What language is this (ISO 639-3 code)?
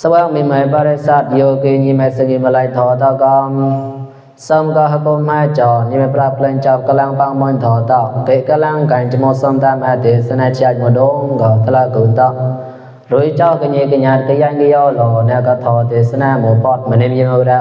mnw